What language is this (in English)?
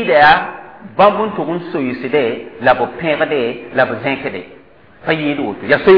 Mossi